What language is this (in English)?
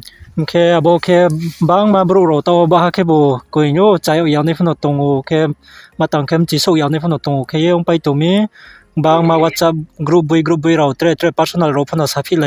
Riang (India)